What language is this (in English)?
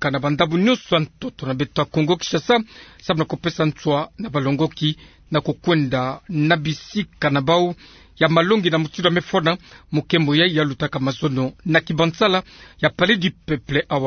Kituba (Democratic Republic of Congo)